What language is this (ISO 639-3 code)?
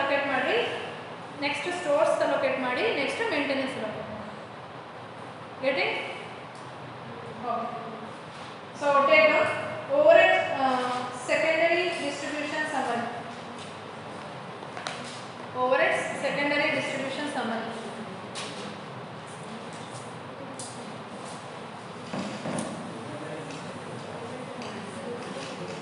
kan